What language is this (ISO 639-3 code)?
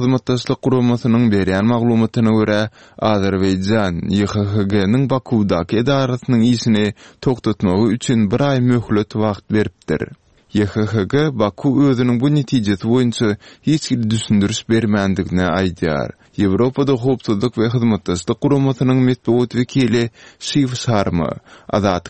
tuk